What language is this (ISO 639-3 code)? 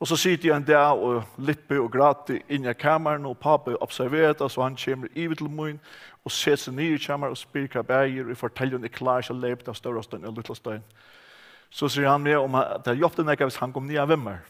fao